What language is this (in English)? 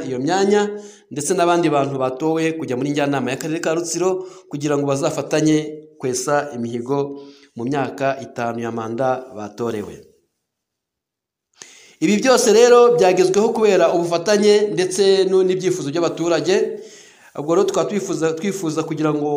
Kinyarwanda